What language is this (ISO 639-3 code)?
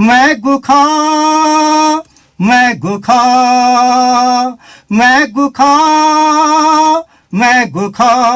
new